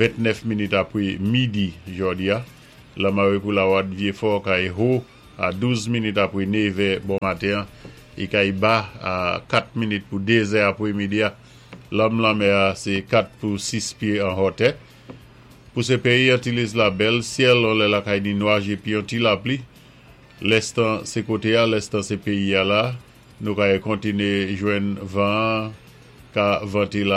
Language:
Saint Lucian Creole French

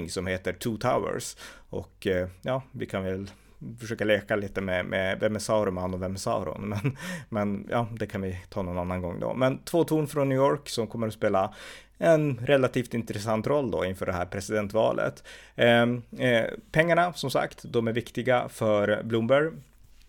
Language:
Swedish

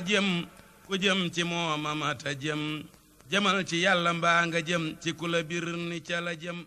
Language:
Wolof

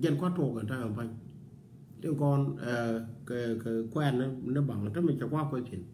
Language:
Nuer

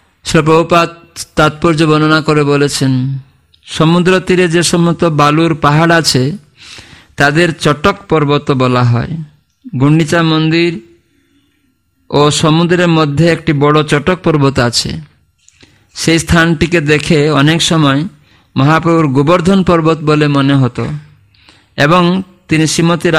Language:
Bangla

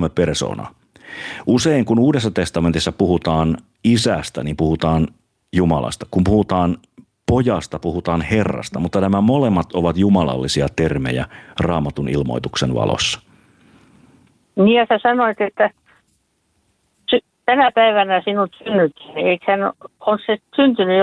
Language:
Finnish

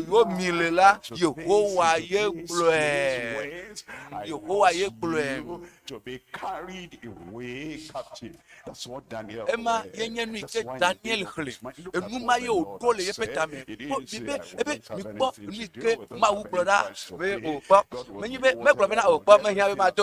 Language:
Ewe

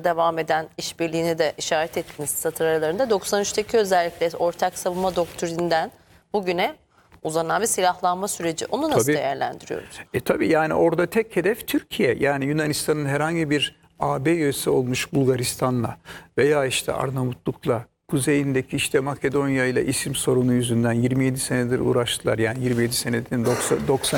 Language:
Turkish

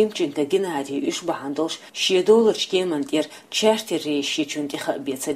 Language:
Chechen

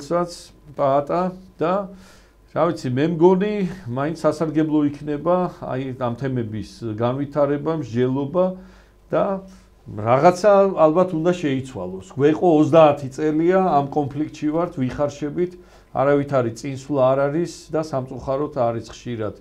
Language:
Georgian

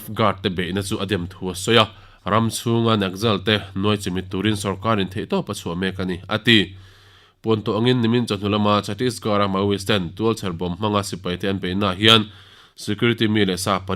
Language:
Mizo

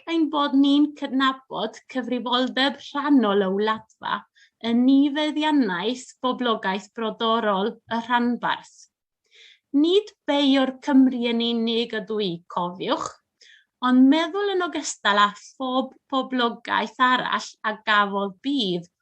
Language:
Welsh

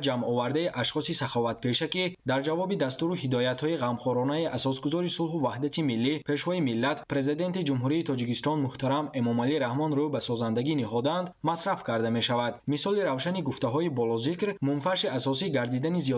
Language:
Tajik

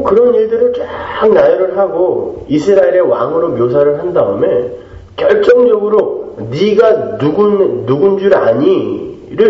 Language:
Korean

